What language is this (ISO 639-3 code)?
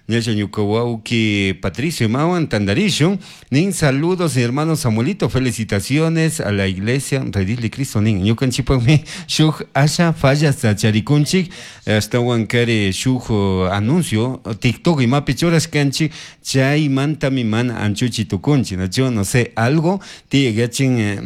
qug